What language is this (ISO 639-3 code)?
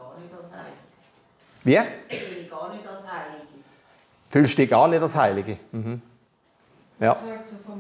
gsw